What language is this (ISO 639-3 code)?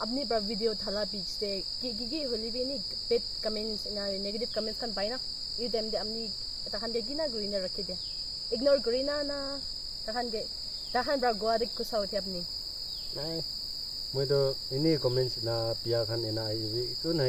nag